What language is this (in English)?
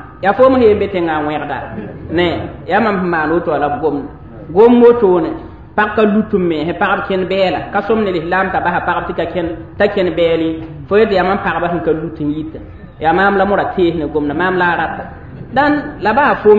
Mossi